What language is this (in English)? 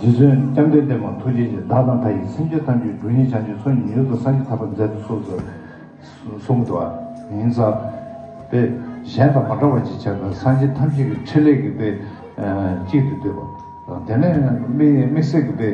Tibetan